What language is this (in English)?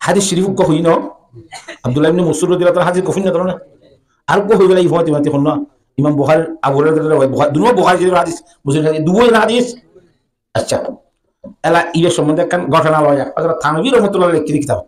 Rohingya